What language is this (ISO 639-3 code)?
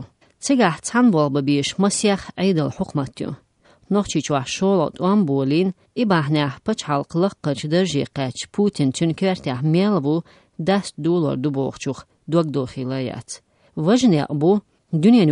che